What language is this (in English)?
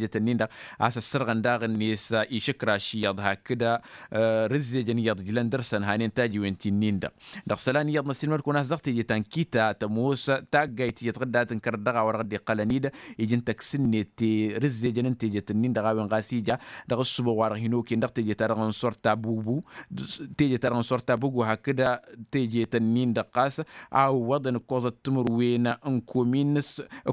Tamasheq